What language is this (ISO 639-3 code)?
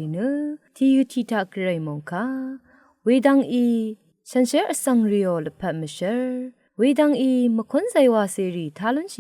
raw